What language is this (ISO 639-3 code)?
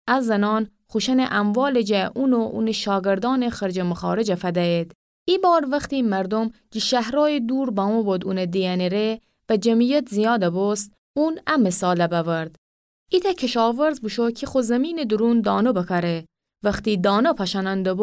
glk